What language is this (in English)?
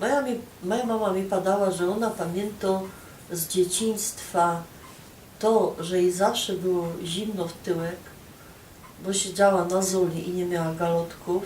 Silesian